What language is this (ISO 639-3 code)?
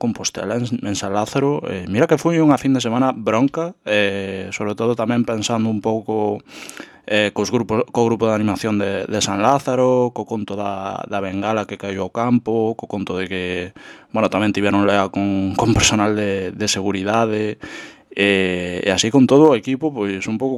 glg